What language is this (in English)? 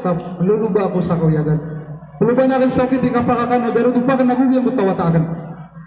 Maranao